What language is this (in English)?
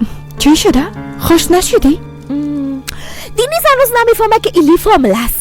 Persian